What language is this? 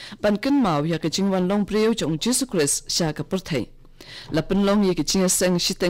Khasi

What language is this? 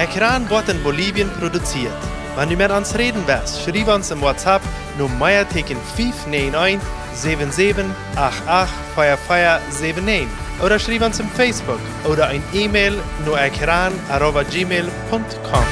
Plautdietsch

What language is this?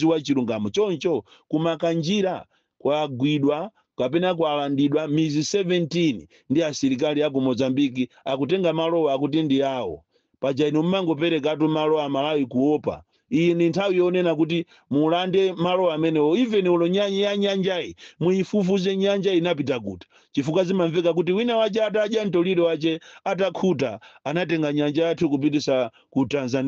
Nyanja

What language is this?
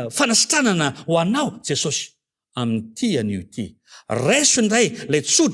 Malagasy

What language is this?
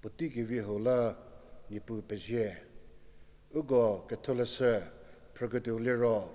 Angami Naga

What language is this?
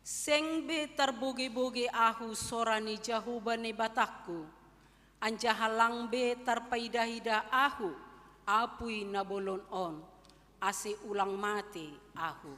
Batak Simalungun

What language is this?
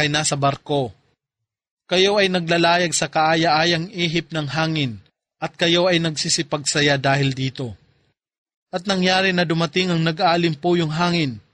Filipino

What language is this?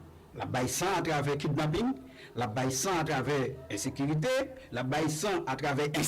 Haitian Creole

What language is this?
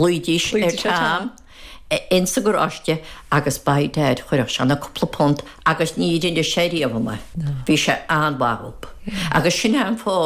Irish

